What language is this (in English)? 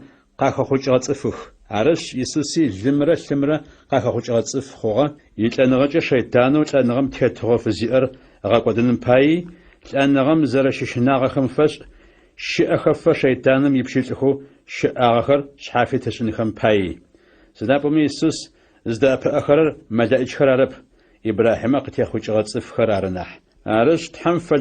Adyghe